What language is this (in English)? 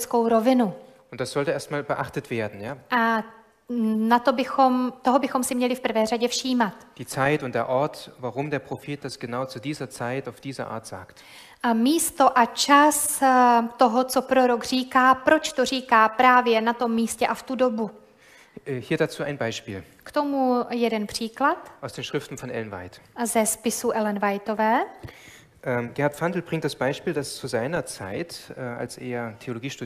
Czech